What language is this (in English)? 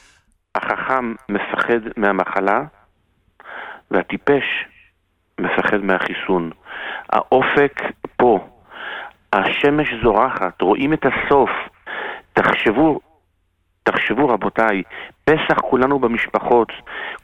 Hebrew